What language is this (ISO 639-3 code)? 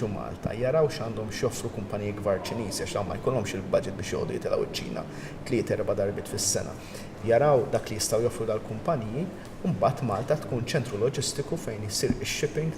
mlt